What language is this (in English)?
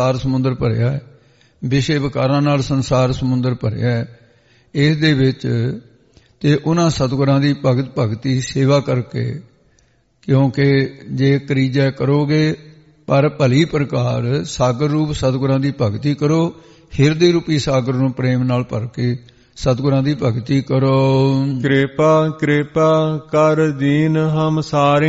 Punjabi